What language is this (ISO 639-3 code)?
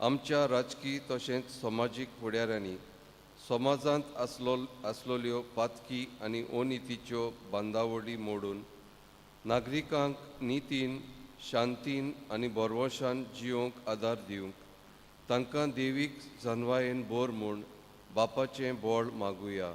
kok